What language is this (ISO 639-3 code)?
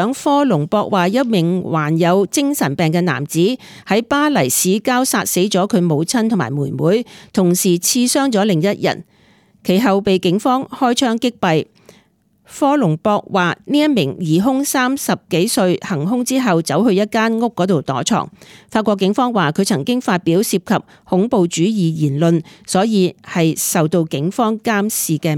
yue